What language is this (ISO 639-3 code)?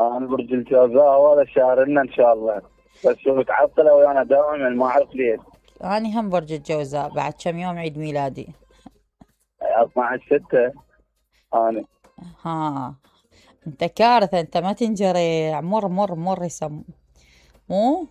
acm